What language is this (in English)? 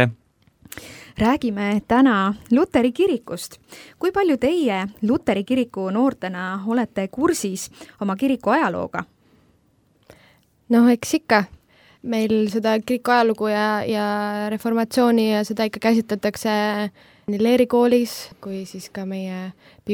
Estonian